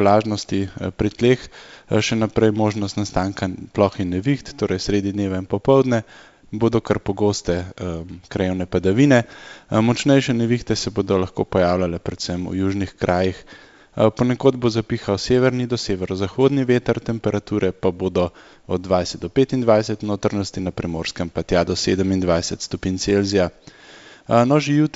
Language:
Slovenian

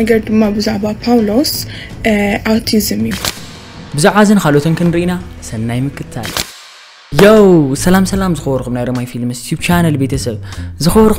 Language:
Tigrinya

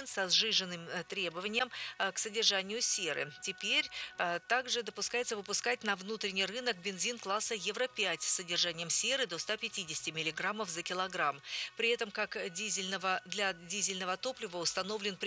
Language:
Russian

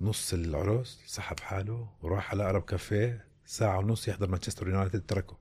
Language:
North Levantine Arabic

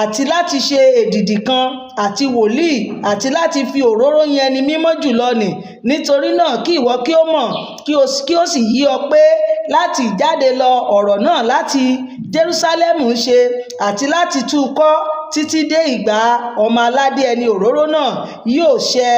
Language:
Yoruba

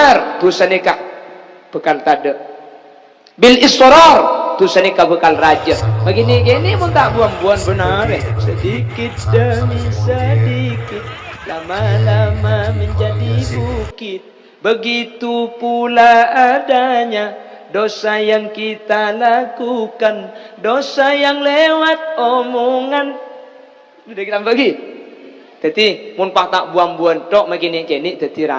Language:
Madurese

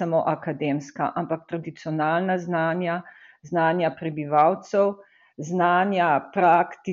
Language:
Slovenian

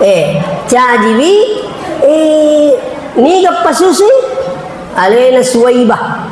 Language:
Buginese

